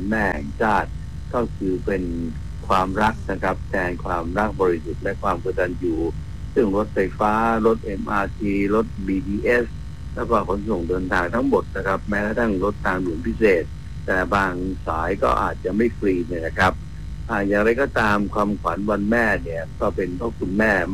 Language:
Thai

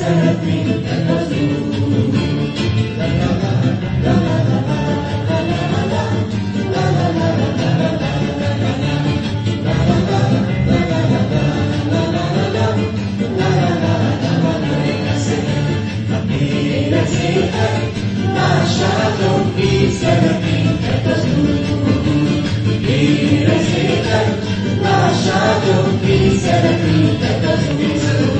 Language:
Hungarian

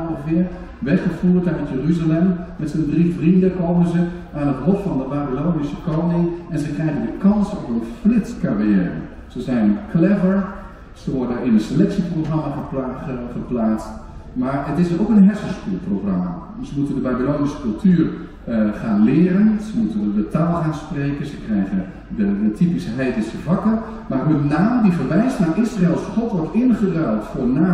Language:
Dutch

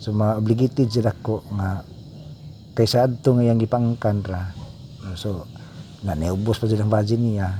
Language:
Cebuano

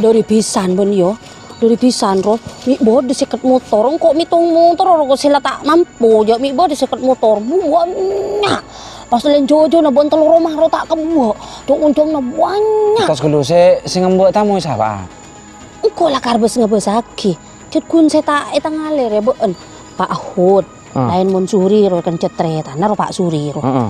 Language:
Madurese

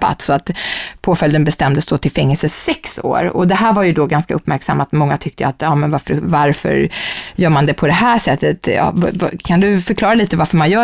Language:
Swedish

